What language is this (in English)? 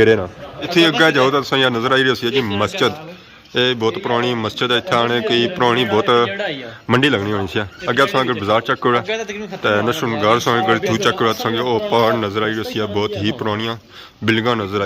Pahari-Potwari